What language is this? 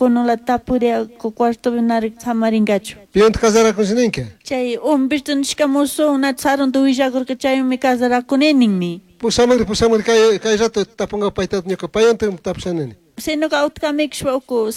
Chimborazo Highland Quichua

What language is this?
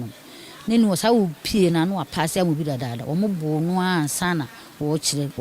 Akan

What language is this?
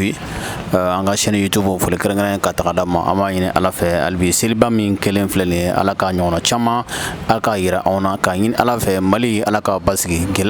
Bambara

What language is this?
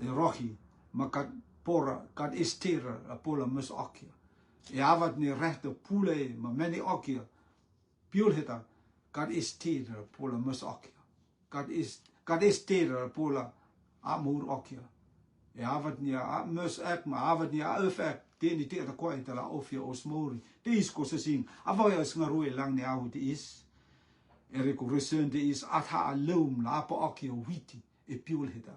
Rotuman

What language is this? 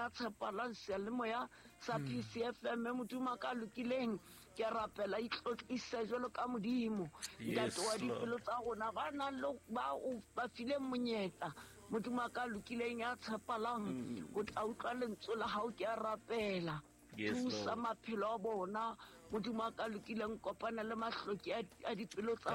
Southern Sotho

